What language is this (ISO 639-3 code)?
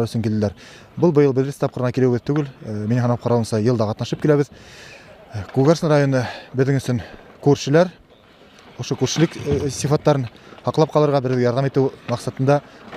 bak